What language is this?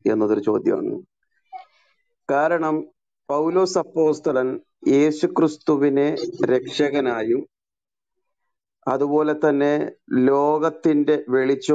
Malayalam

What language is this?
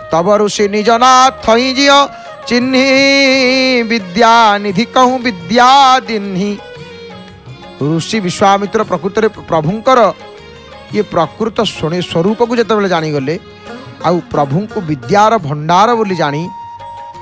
Odia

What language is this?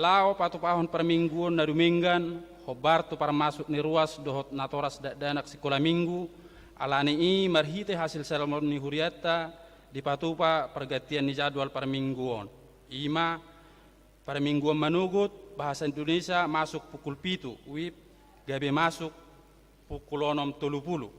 Batak Toba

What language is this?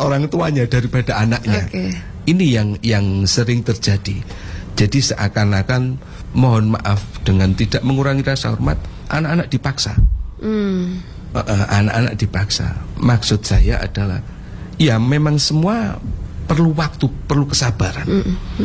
Indonesian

